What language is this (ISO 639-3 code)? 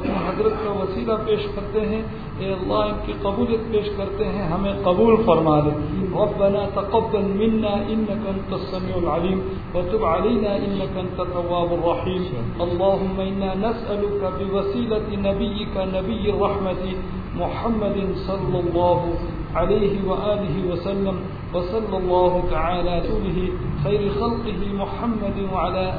urd